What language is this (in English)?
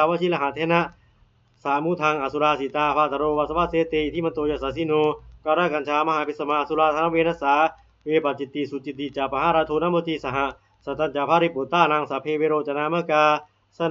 Pali